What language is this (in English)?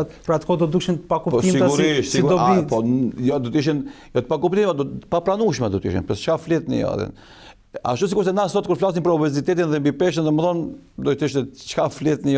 Albanian